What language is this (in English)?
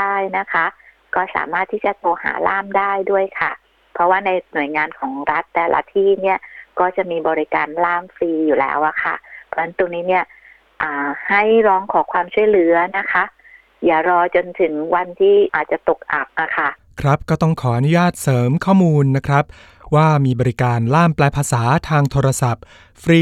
Thai